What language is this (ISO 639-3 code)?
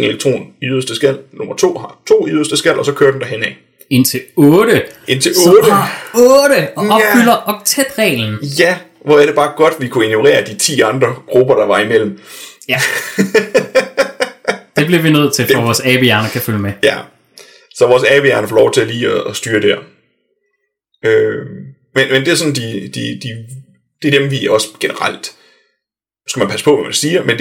dan